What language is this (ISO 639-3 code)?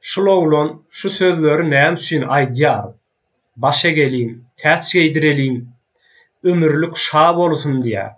tuk